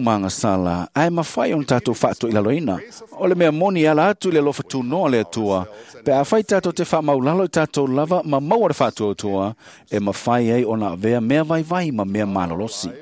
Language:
Samoan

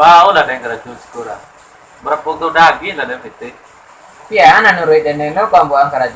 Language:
Minangkabau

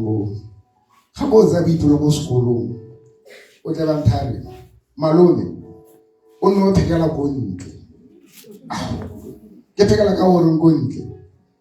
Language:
Tswana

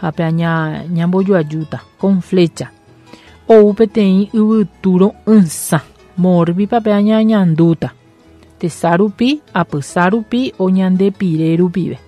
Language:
Guarani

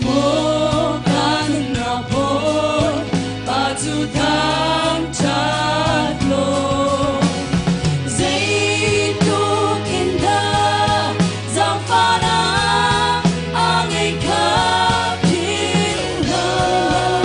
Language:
Hakha Chin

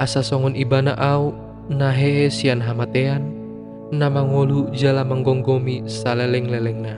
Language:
Batak Toba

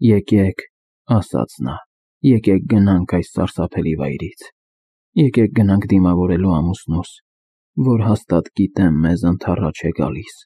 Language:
Armenian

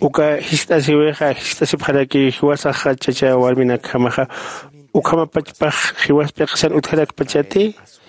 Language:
Aymara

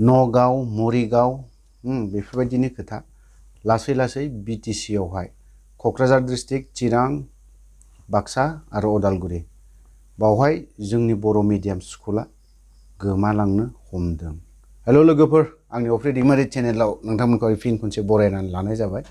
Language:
Bodo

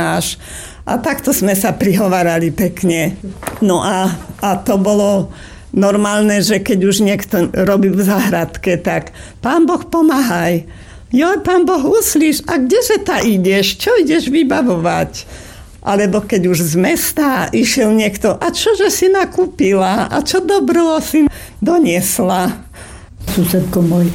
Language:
Slovak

